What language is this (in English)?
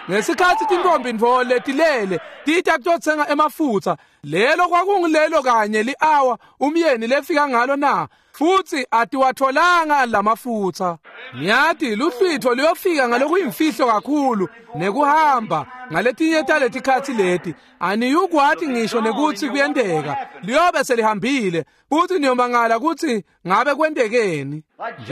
Swati